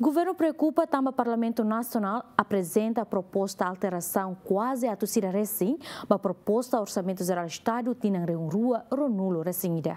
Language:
Tetum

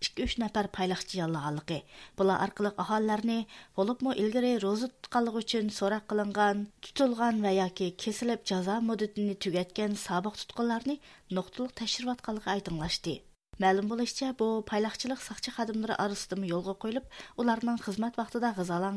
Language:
Uyghur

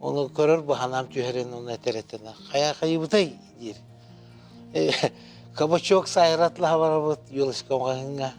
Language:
Yakut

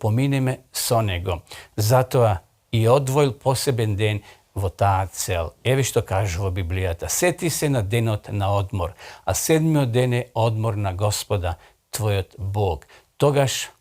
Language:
Macedonian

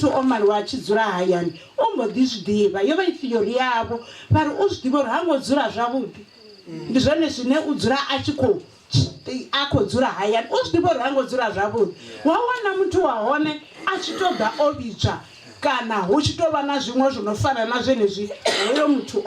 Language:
Venda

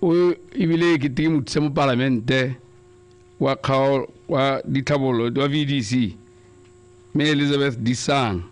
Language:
Tswana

